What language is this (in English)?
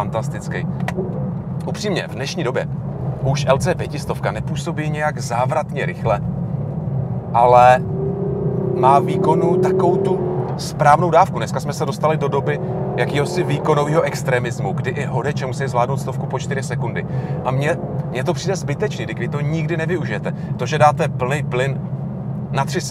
Czech